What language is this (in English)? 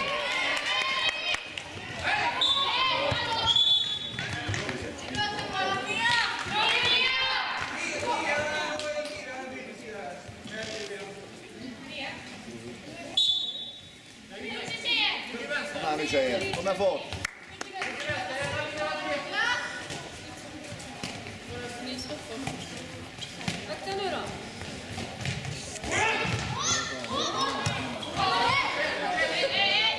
Swedish